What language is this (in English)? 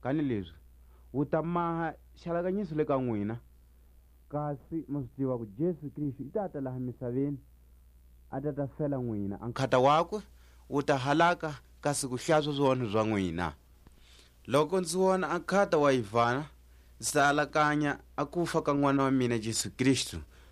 Tswa